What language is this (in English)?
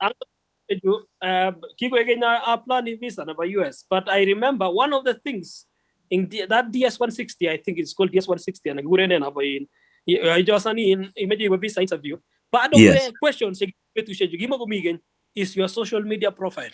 Kalenjin